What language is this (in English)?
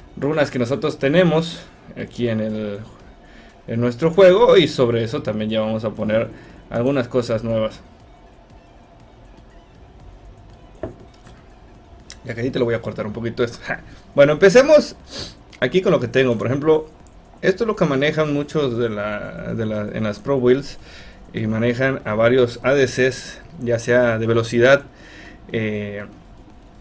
Spanish